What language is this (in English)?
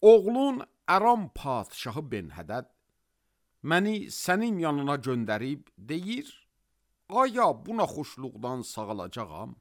Azerbaijani